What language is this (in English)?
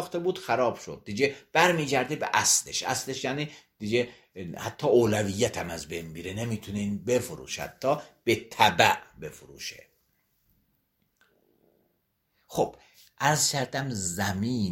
Persian